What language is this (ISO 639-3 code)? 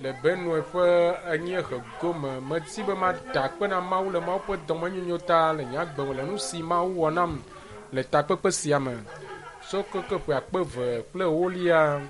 ewe